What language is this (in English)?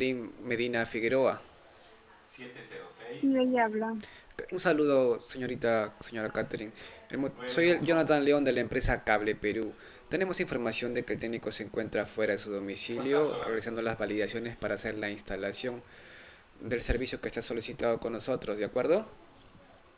Spanish